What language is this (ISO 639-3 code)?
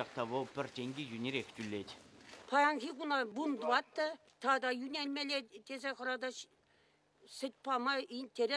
chv